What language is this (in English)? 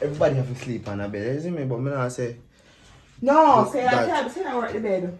Jamaican Creole English